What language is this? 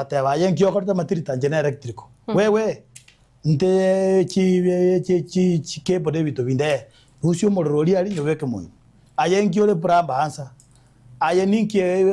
Gusii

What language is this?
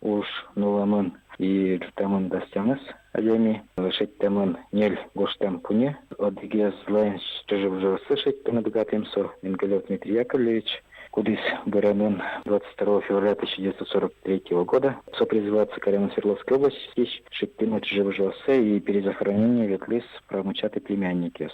Udmurt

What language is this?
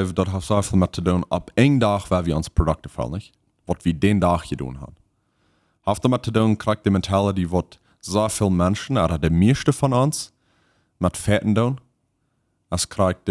Plautdietsch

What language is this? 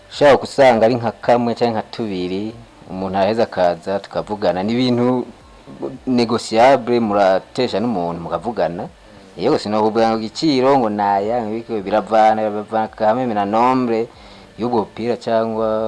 Rundi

